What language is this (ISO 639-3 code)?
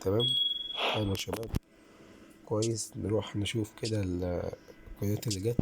arz